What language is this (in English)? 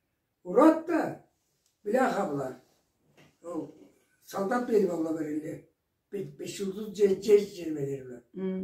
Karachay-Balkar